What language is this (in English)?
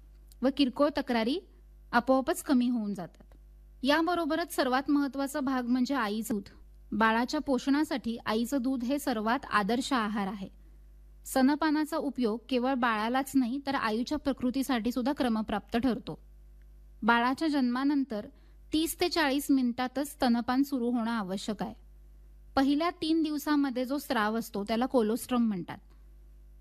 Marathi